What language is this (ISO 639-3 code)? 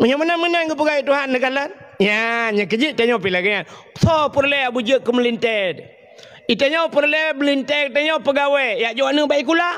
ace